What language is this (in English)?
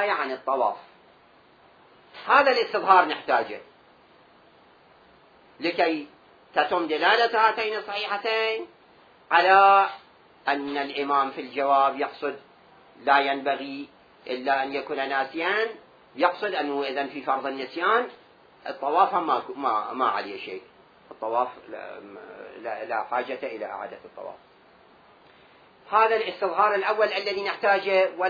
Arabic